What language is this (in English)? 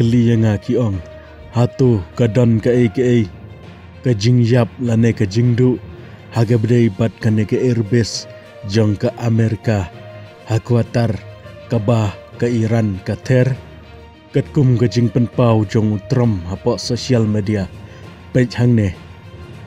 Khasi